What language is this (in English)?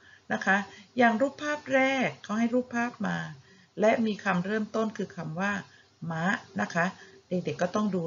Thai